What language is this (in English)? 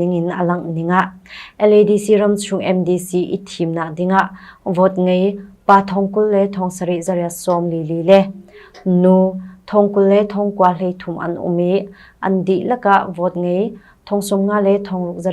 Hakha Chin